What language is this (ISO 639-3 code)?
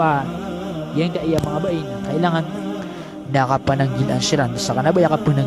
mrw